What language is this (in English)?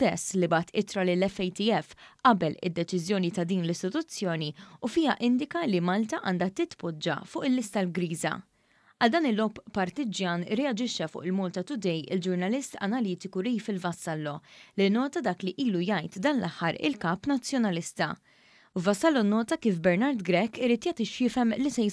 Maltese